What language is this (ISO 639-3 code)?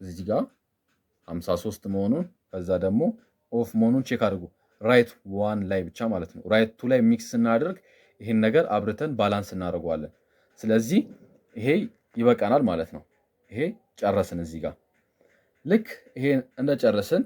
amh